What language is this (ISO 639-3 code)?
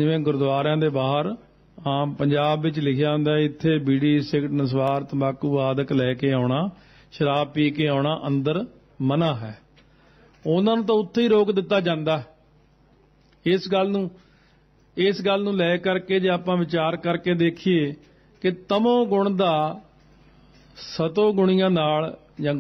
pan